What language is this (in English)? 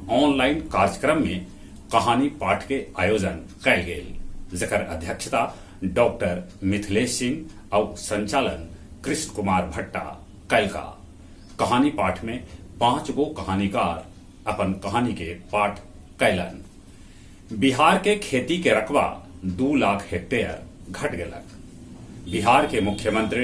Magahi